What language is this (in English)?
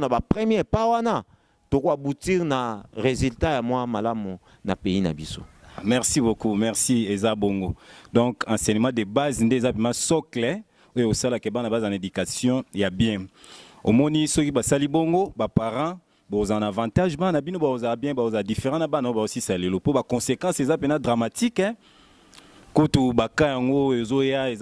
Lingala